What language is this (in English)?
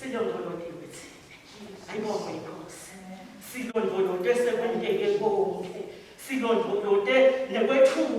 Swati